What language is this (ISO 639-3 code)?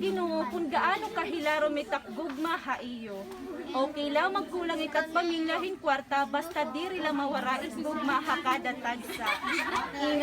war